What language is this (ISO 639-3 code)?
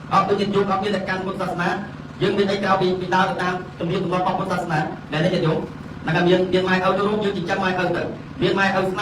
khm